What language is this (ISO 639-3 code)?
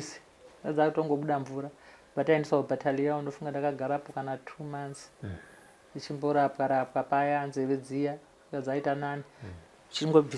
sna